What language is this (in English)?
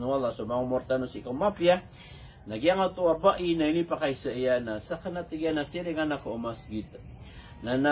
Maranao